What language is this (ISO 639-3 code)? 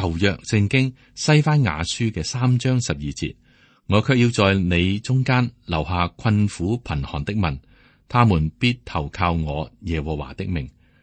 yue